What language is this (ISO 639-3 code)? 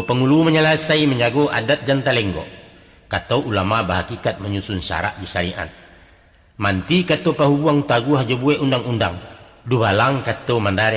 min